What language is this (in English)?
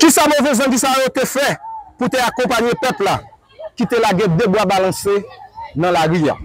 Haitian Creole